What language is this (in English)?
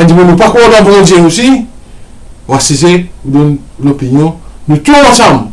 Morisyen